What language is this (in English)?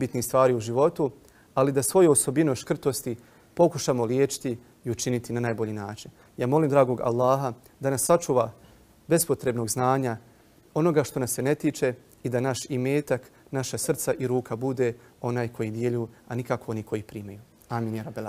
Bosnian